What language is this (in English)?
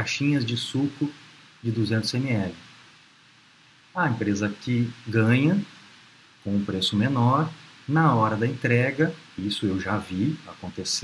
Portuguese